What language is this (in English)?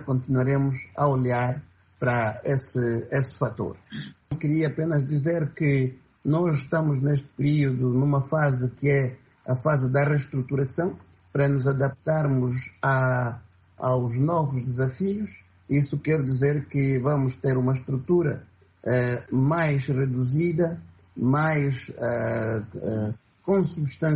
Portuguese